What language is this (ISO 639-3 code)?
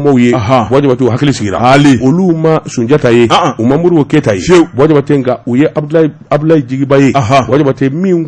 bam